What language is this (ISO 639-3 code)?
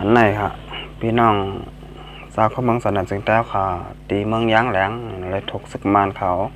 shn